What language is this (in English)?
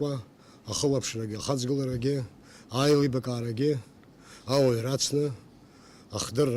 Abkhazian